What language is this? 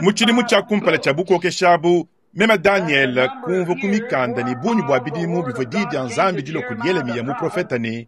Luba-Lulua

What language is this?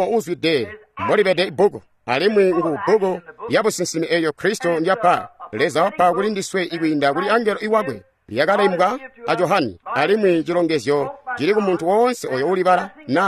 Tonga (Zambia)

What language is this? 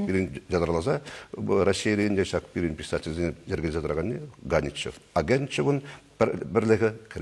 Chuvash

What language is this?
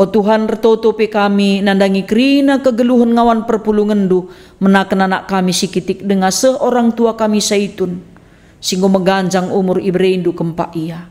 Batak Karo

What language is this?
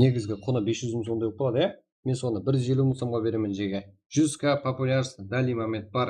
Kara-Kalpak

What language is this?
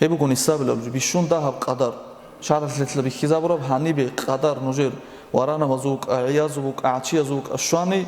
Avaric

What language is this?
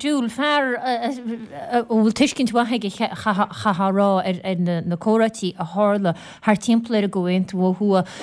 Irish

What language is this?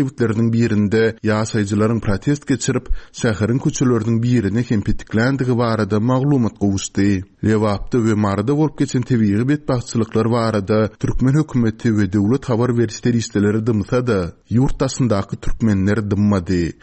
Turkmen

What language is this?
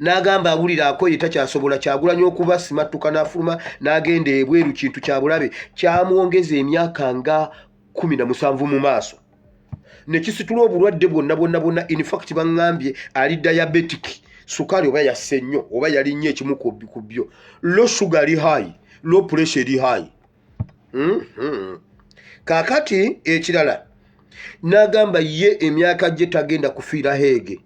Ganda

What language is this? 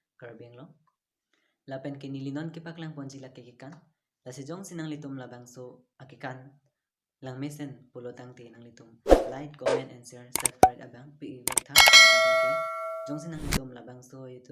Karbi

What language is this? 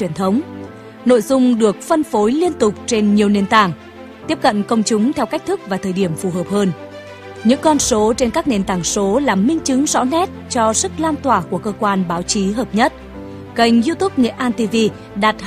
Vietnamese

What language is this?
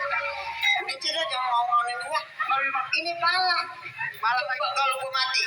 Betawi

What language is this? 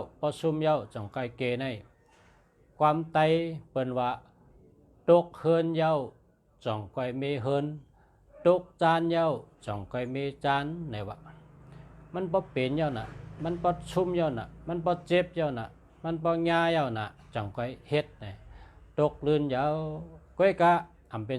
Shan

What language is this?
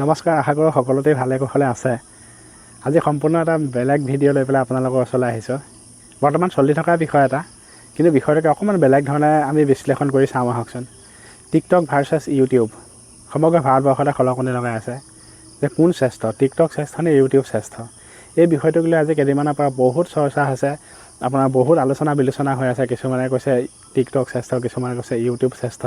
Assamese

